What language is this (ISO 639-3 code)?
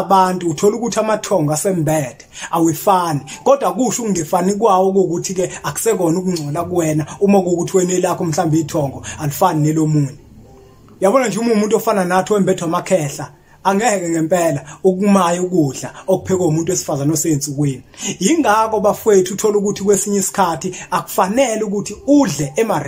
zul